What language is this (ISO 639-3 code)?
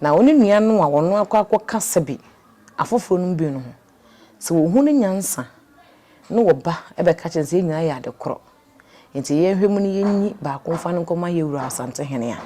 aka